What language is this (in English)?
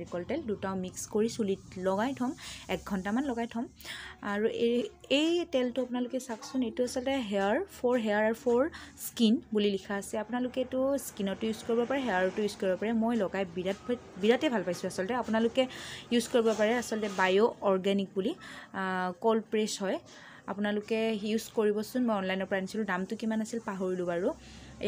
Assamese